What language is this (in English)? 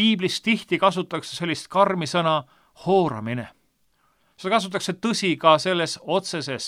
Estonian